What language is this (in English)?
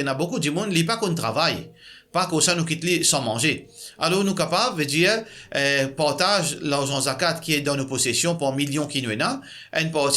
Morisyen